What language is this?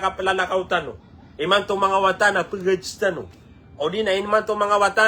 Maranao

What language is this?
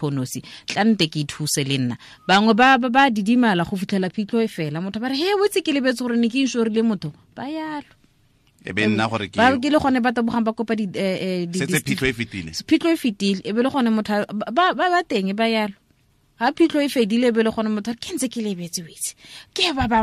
Tswana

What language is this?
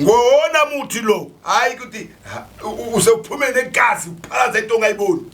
Zulu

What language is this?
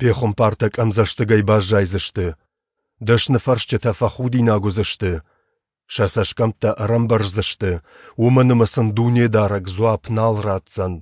Ossetic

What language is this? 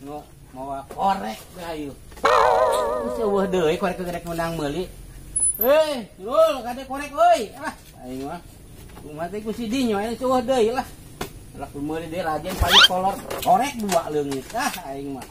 Sundanese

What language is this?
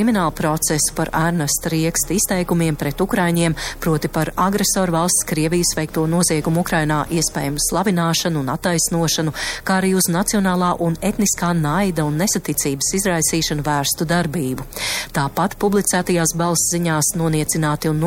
Latvian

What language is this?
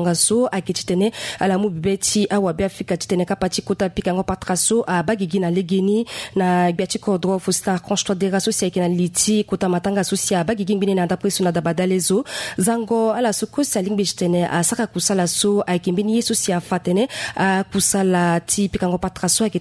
Sango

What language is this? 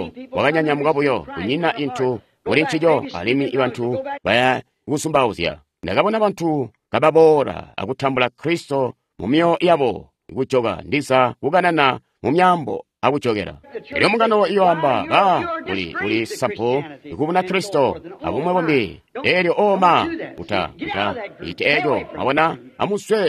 Tonga (Zambia)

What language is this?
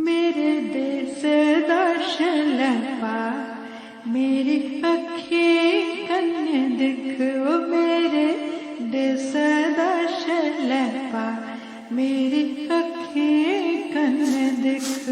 Dogri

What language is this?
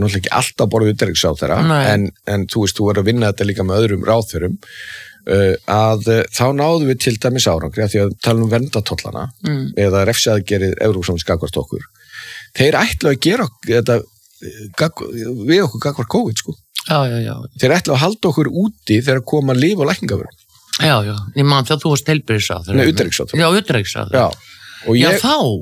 Icelandic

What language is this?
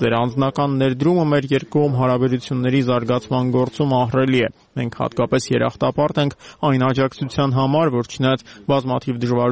Armenian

